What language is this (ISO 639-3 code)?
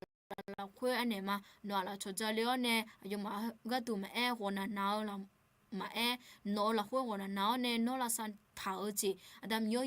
ahk